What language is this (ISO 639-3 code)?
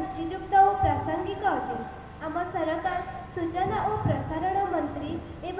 ori